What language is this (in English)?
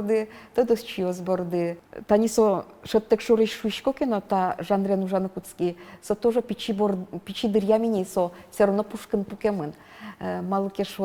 Udmurt